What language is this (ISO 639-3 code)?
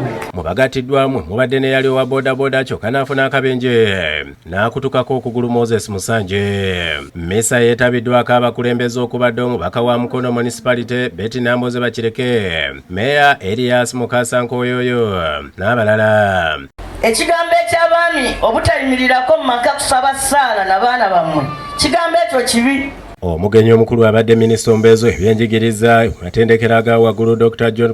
lug